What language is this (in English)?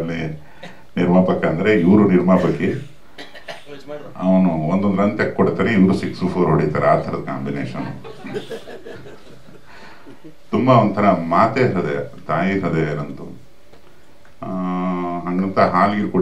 Kannada